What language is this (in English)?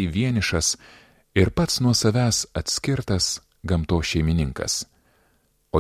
Lithuanian